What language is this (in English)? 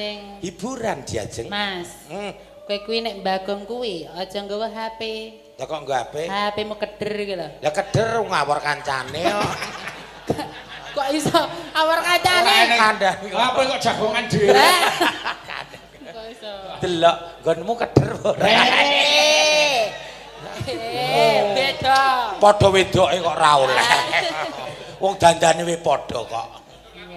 Javanese